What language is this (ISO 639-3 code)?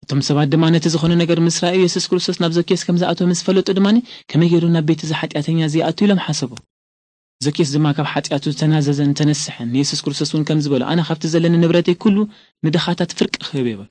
tir